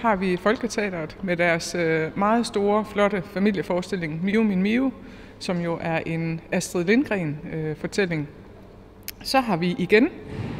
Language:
Danish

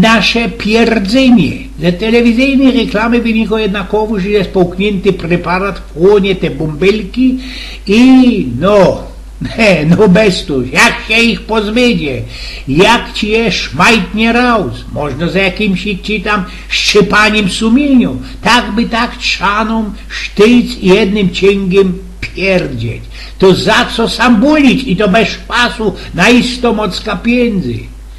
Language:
Silesian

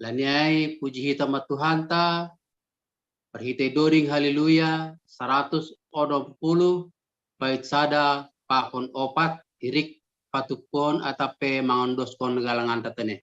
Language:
Batak Simalungun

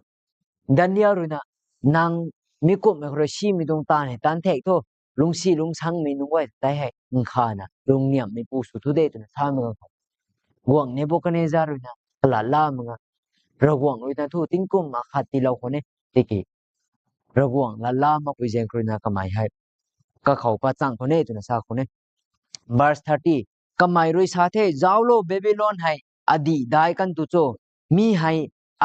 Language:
Rongmei Naga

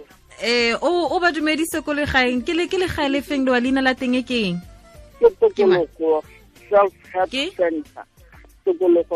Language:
Tswana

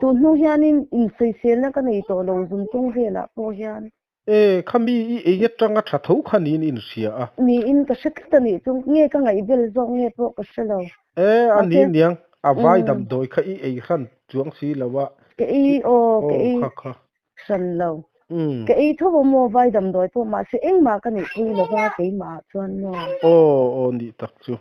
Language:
Mizo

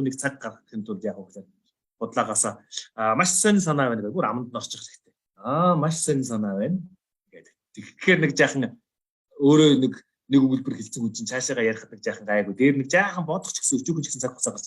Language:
Mongolian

